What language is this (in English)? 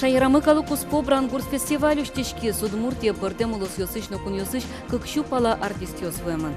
Udmurt